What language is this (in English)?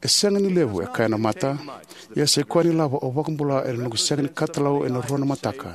Fijian